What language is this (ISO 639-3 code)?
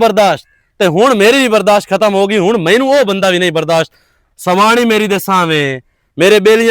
lah